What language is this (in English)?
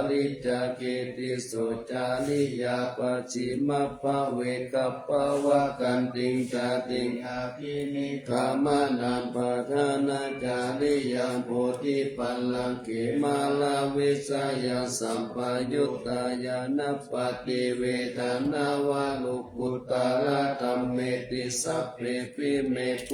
Pali